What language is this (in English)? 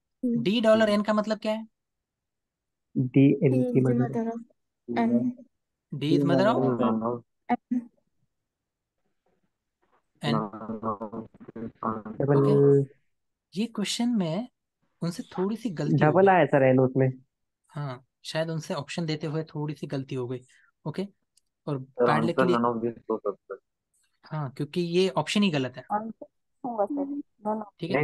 Hindi